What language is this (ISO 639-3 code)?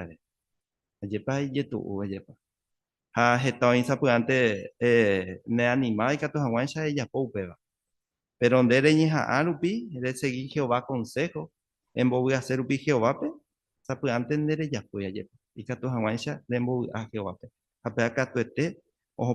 grn